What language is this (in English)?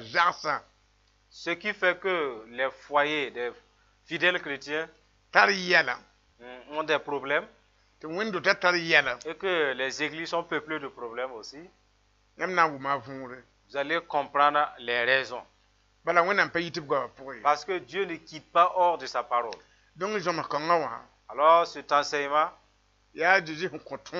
Mossi